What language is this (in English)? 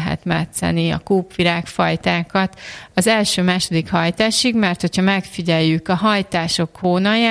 Hungarian